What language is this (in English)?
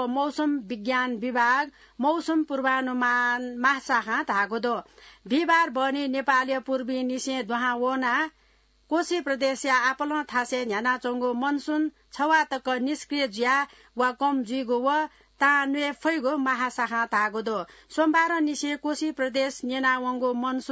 Newari